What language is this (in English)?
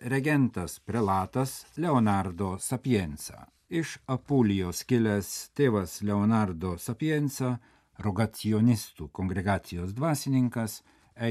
Lithuanian